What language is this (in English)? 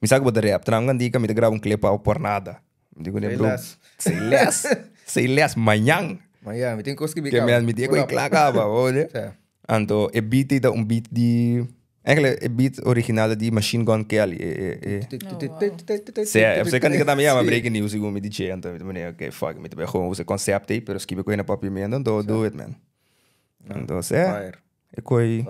Papiamento